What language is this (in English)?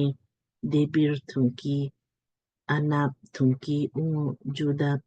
Lamkang